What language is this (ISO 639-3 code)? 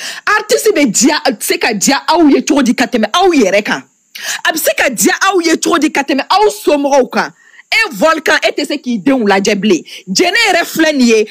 bam